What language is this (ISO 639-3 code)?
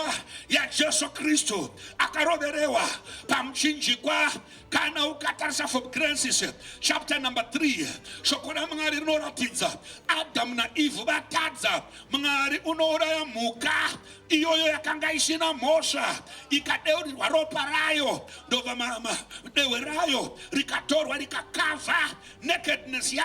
sna